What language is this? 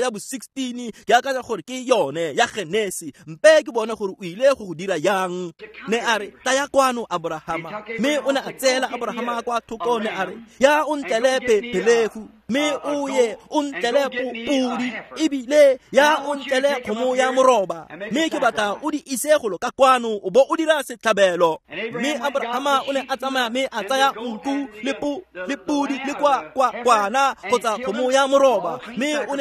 Tswana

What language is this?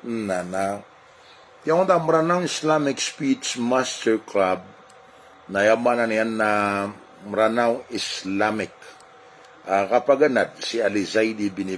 Maranao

